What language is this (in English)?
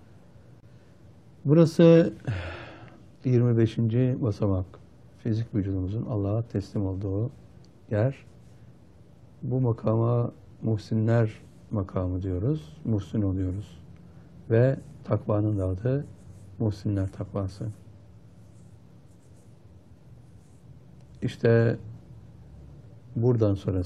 Turkish